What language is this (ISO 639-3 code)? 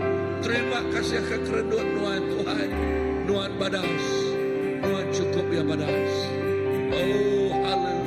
iba